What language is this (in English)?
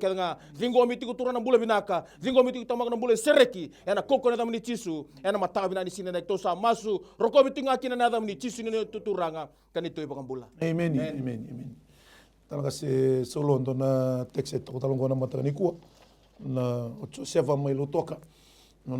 Fijian